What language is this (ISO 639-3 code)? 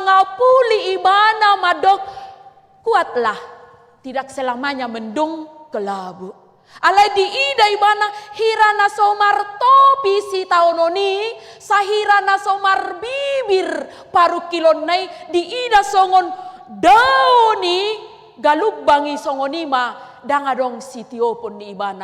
bbc